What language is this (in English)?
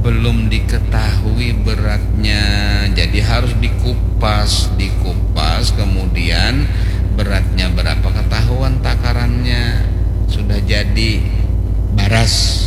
Banjar